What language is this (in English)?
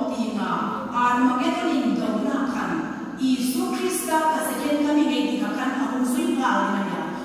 Hmar